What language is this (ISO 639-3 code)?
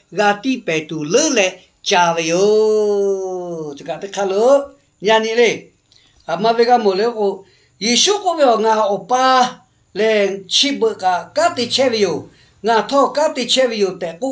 lhu